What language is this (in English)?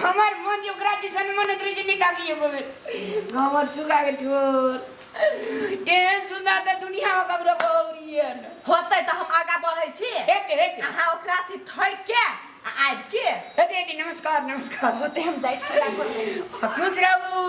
Maithili